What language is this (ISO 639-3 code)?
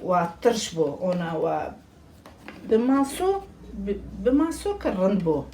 zza